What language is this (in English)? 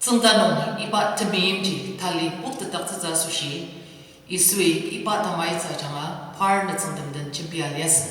Ao Naga